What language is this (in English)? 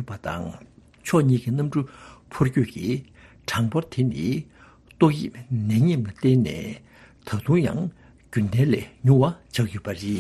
Tibetan